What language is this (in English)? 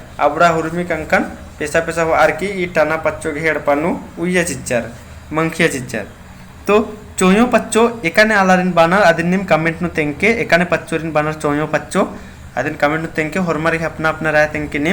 Kurukh